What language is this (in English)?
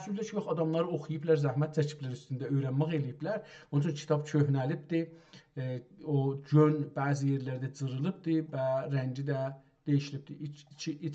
South Azerbaijani